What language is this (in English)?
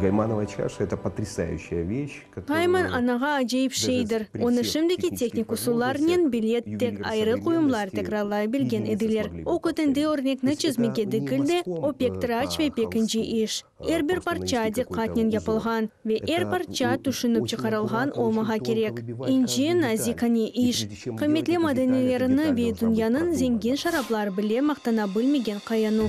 Crimean Tatar